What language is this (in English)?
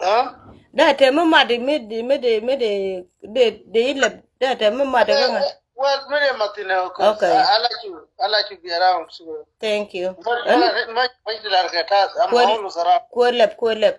Nuer